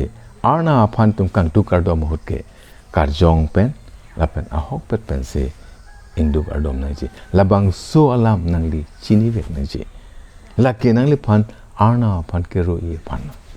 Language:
Karbi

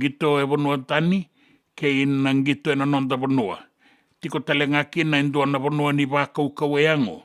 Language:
Fijian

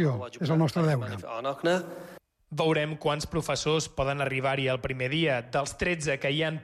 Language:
Catalan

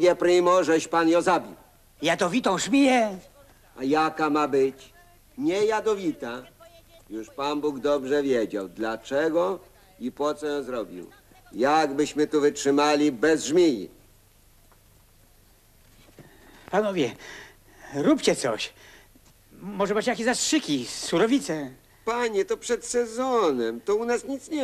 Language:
Polish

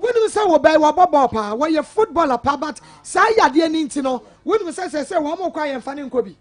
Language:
Akan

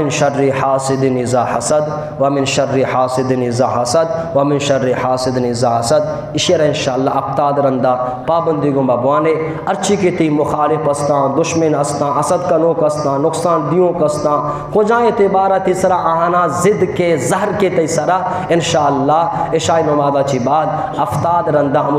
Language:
Eastern Balochi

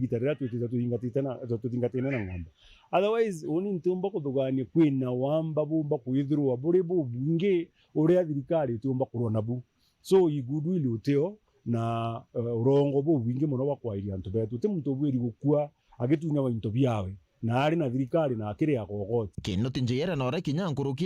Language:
Meru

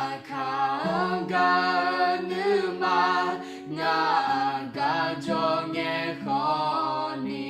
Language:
Akha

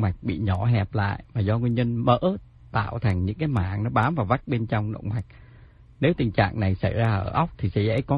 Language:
Vietnamese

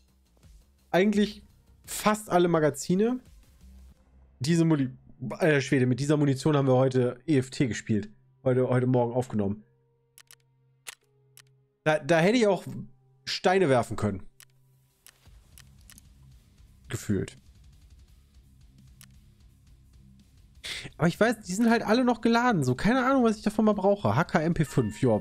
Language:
German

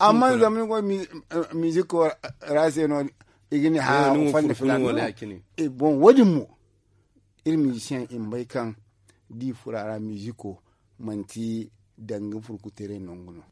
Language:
Zarma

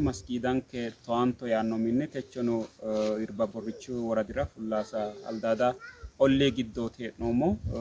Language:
Sidamo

